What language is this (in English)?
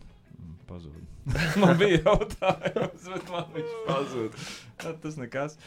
Latvian